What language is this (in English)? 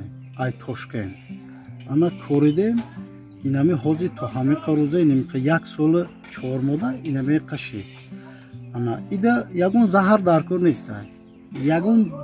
Tajik